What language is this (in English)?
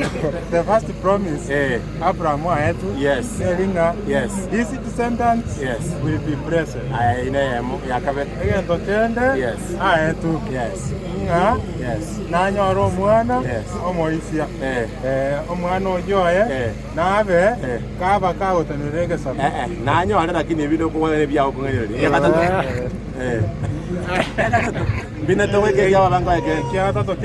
Gusii